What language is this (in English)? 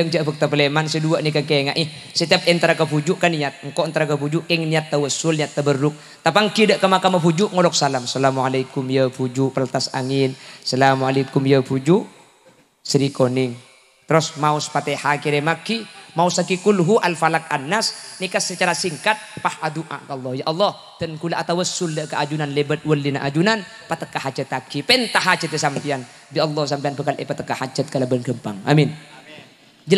Madurese